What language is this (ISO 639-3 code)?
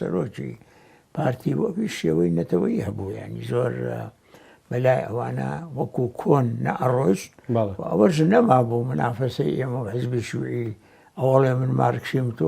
ckb